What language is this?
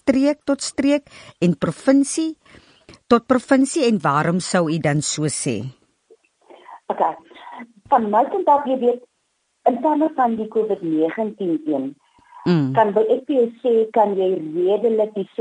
Afrikaans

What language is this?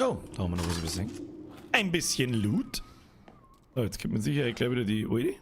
Bavarian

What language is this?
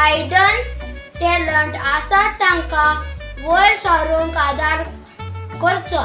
Konkani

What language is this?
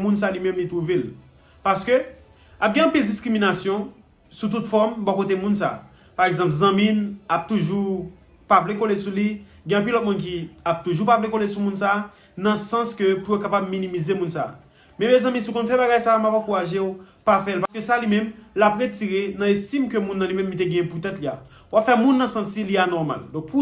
Haitian Creole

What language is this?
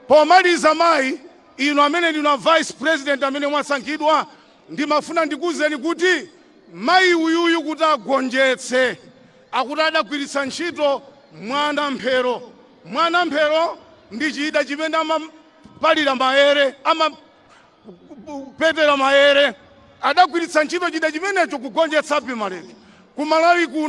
Nyanja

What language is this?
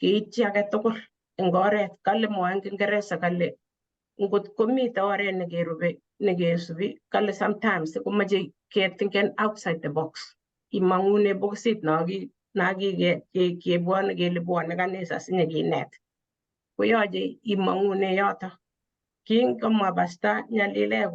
Kalenjin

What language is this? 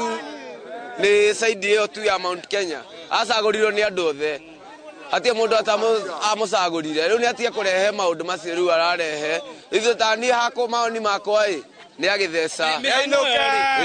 Kikuyu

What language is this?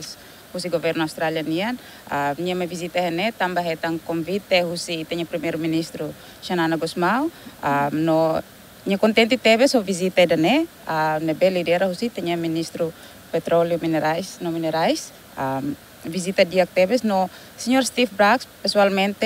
Tetum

